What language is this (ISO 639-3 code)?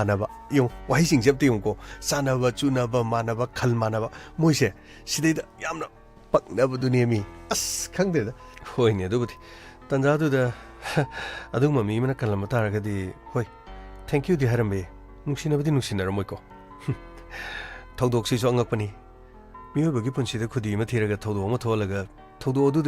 mni